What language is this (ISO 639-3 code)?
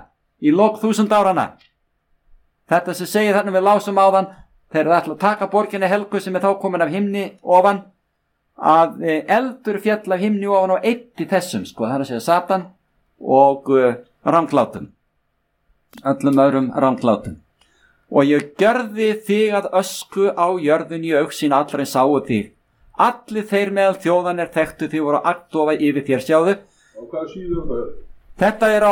isl